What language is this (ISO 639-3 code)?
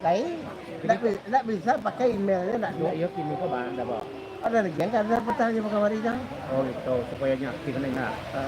min